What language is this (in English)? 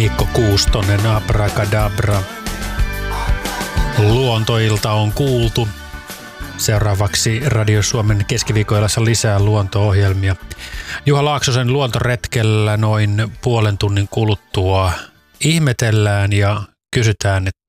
Finnish